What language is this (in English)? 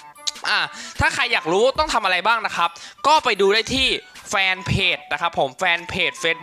Thai